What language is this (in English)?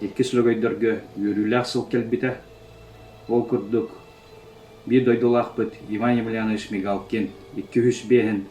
Yakut